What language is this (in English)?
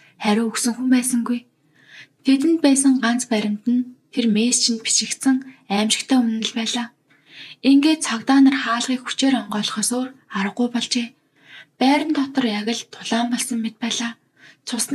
Mongolian